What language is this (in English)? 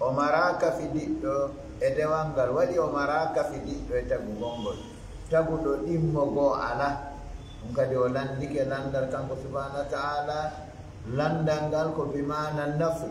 Fula